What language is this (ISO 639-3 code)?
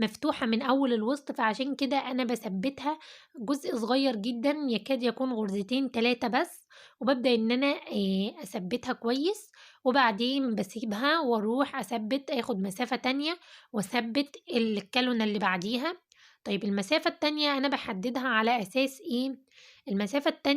arz